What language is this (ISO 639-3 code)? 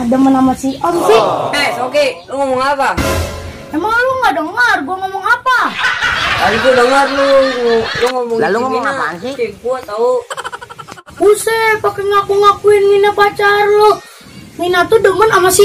bew